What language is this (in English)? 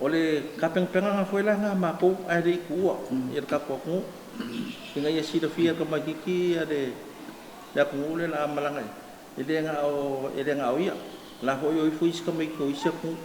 Samoan